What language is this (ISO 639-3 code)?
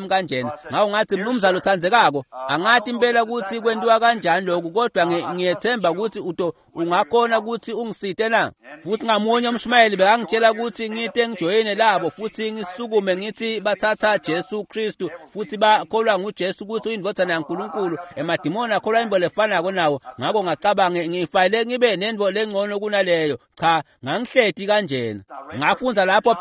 ssw